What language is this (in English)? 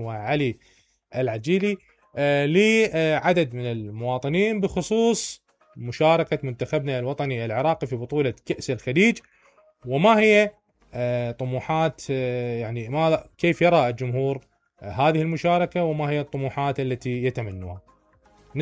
Mesopotamian Arabic